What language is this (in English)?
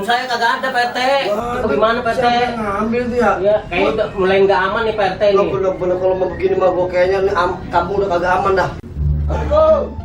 Betawi